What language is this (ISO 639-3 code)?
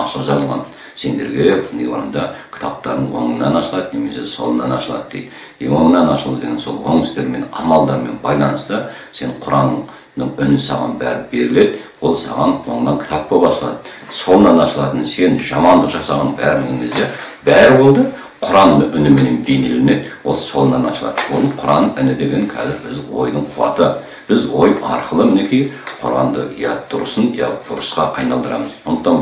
kaz